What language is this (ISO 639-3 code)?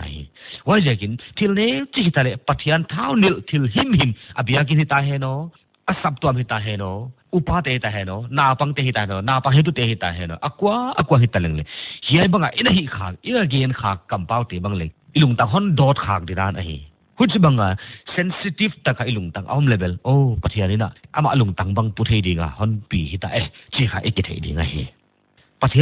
pck